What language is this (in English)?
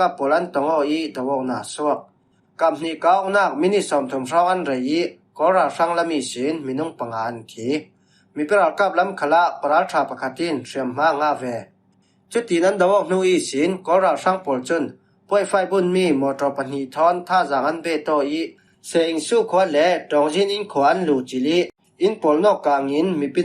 Falam Chin